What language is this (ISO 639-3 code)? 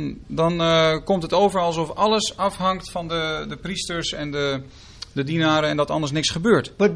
nld